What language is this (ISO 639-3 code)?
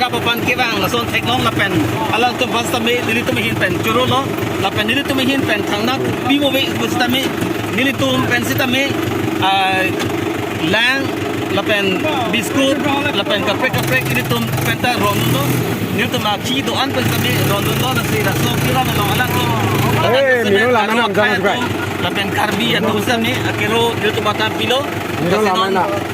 mjw